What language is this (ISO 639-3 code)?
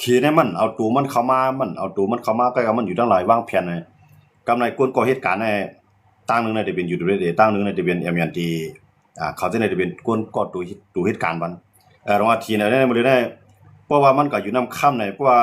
shn